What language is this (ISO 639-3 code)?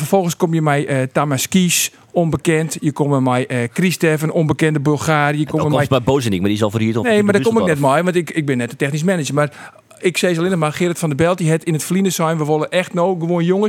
fry